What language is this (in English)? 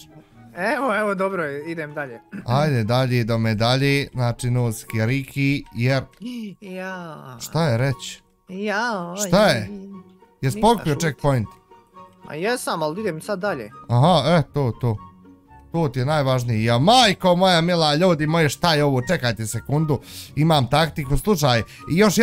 Bosnian